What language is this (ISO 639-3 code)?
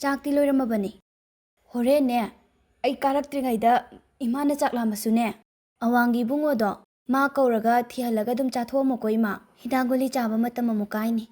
mni